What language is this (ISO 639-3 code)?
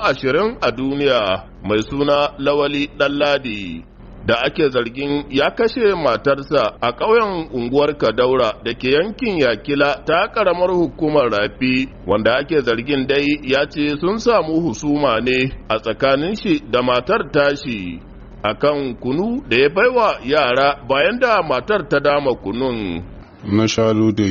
hau